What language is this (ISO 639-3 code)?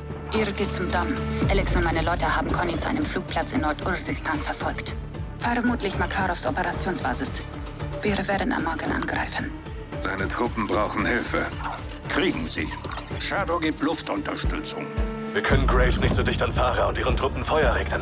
deu